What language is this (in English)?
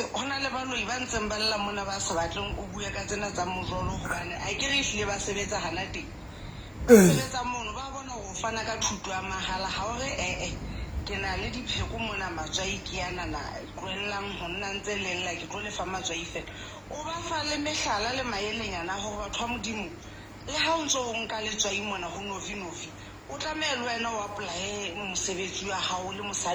Southern Sotho